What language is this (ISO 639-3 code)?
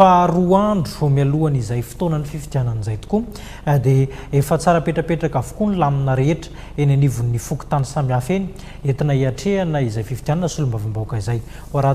mlg